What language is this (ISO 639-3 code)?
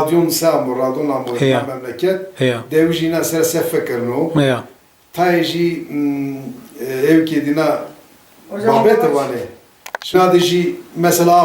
zza